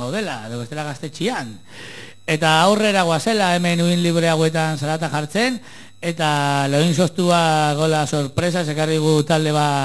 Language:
Basque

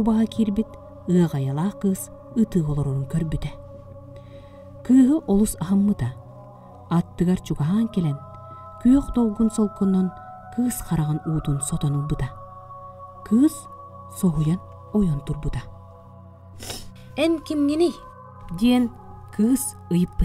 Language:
Yakut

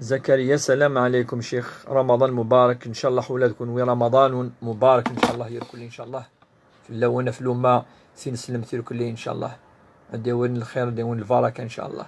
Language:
Kabyle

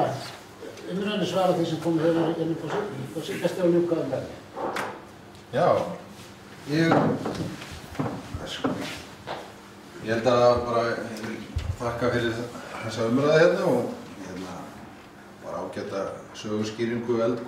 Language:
Icelandic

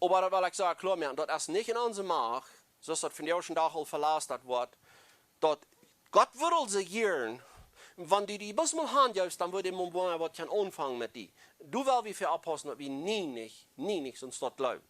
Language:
Plautdietsch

